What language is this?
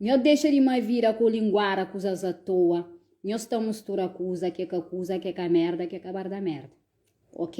Kabuverdianu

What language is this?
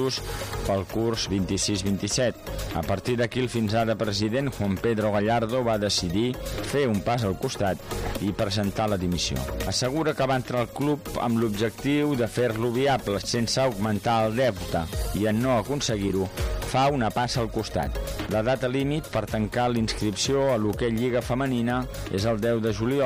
Catalan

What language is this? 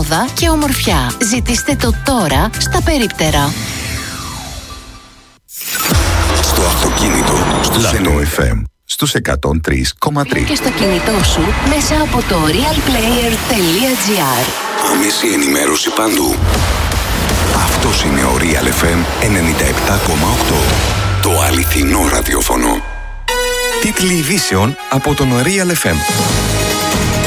Greek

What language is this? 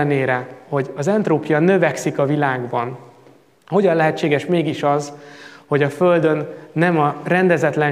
Hungarian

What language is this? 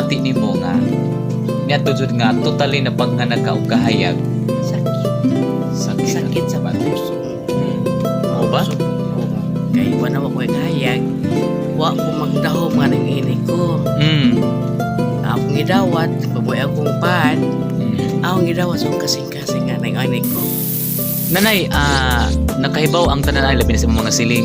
Cebuano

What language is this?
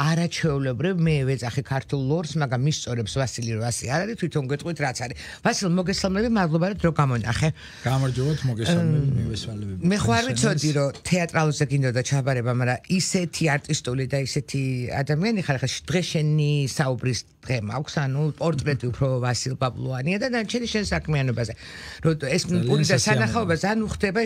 Georgian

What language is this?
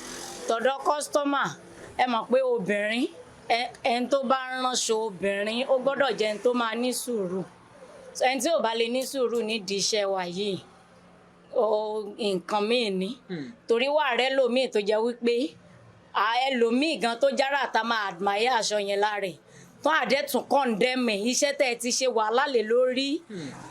Yoruba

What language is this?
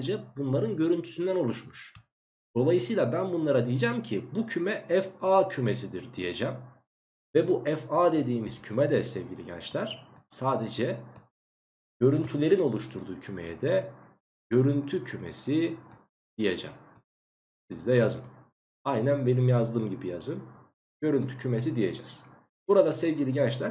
Turkish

